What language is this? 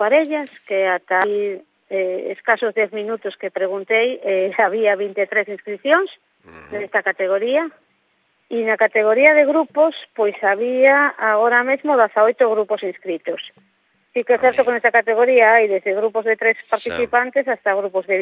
Galician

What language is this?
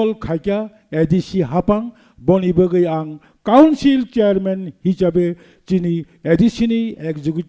Kok Borok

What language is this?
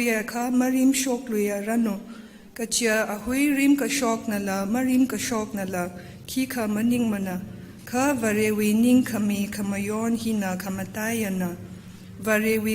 Tangkhul Naga (India)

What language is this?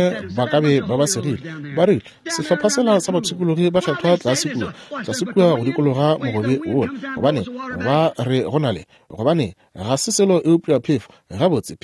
Northern Sotho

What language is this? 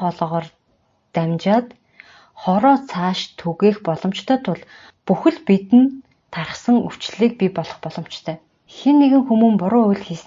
Mongolian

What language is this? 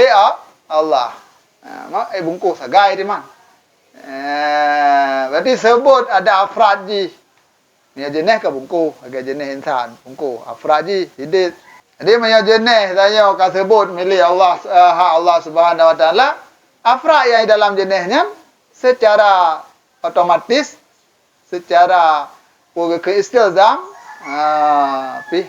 Achinese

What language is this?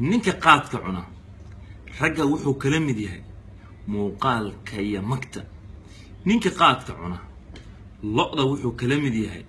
Somali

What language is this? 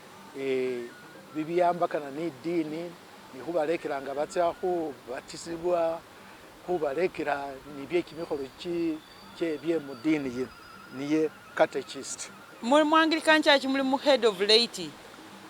Masaaba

